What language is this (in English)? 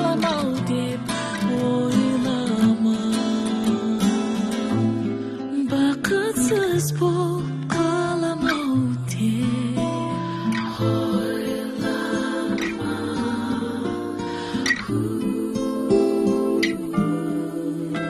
Kazakh